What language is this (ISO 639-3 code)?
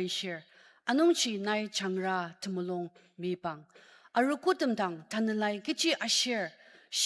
njo